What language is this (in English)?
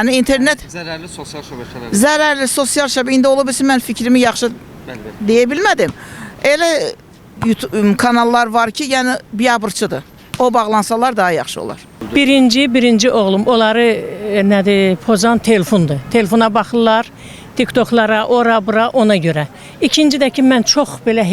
Azerbaijani